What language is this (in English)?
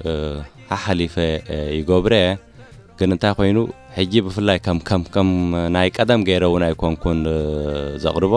Tigrinya